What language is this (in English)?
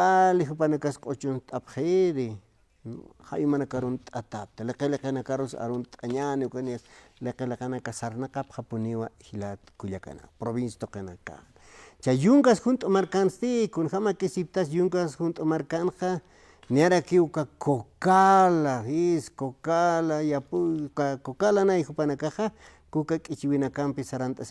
Aymara